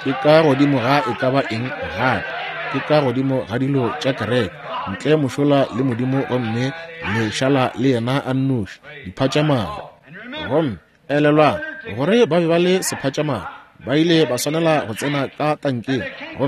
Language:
Northern Sotho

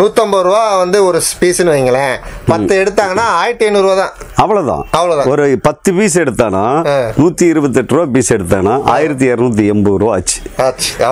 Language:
Tamil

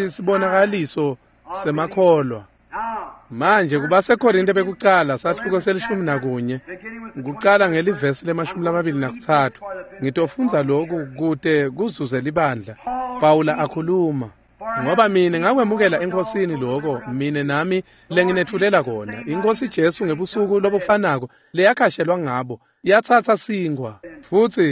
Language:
Swati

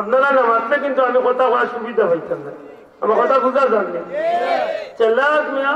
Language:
Sylheti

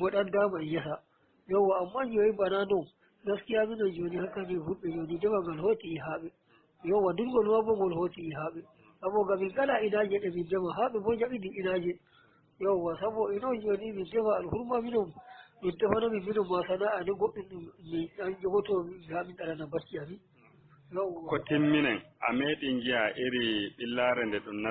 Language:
Nigerian Fulfulde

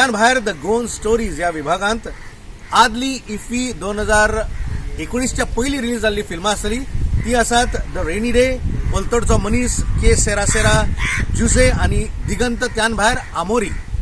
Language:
Konkani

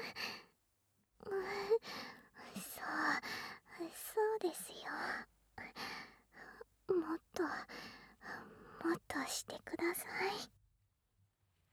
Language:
Japanese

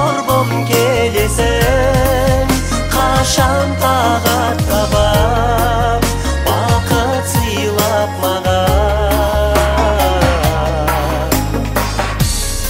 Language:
Kazakh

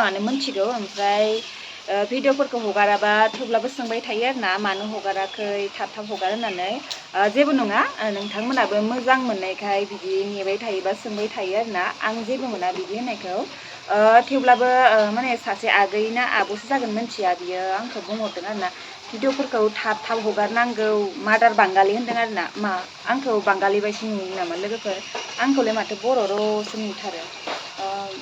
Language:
Bodo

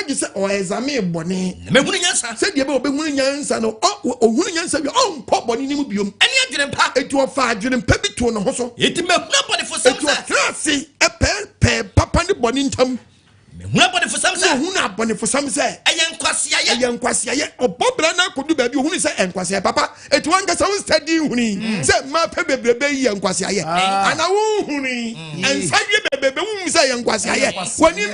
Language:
Akan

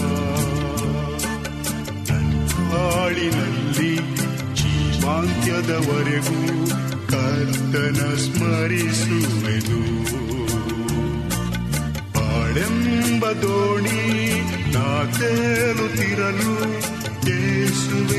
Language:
Kannada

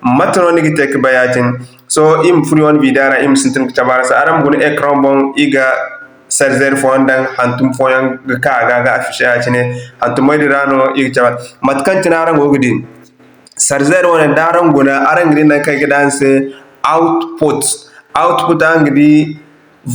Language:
Zarma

